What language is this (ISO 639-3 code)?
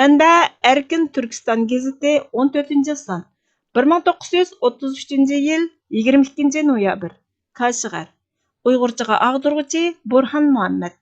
uig